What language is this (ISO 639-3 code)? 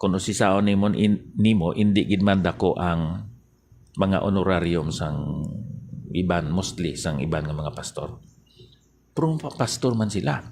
hil